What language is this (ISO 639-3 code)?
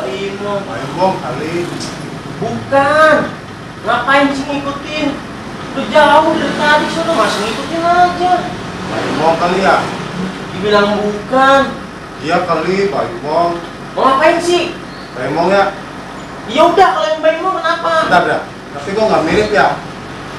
bew